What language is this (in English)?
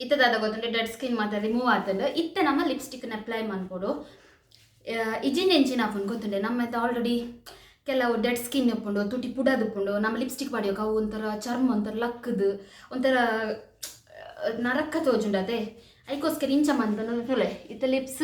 Tulu